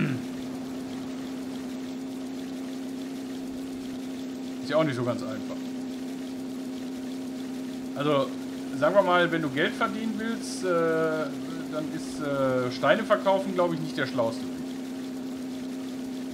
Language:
German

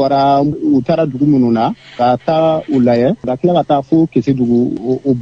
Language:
Bambara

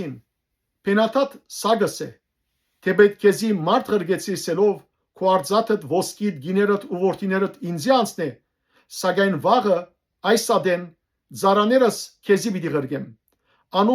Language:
Western Armenian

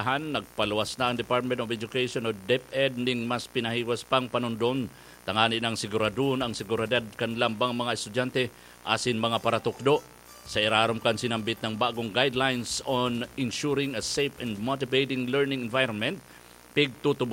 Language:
Bikol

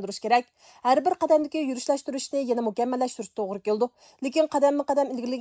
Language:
Uyghur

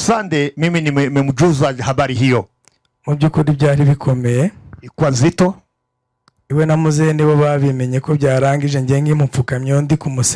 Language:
Kinyarwanda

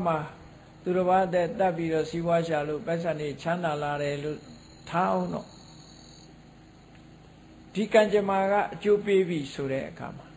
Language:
Burmese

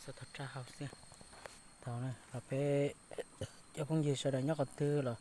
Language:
Hmong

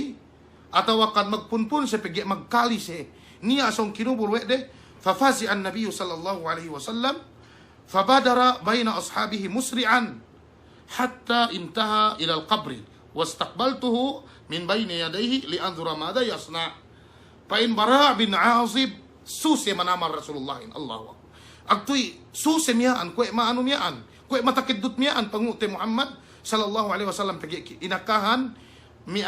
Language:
Yakan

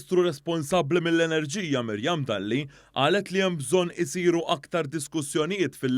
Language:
Maltese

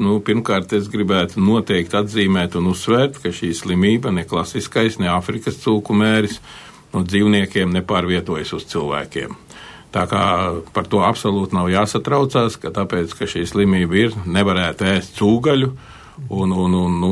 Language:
Latvian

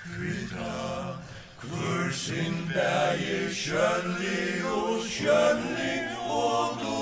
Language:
Faroese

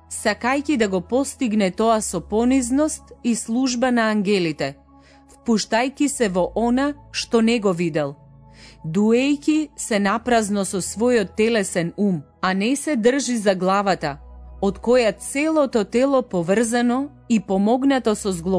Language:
Macedonian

